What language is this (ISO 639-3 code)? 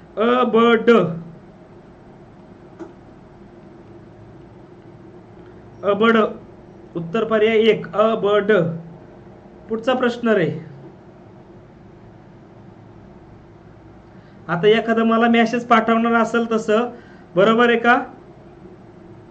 mar